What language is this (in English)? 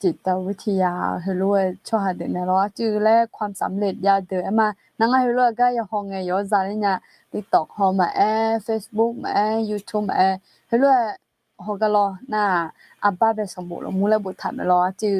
Akha